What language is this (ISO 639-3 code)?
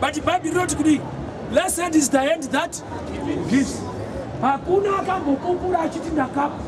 sna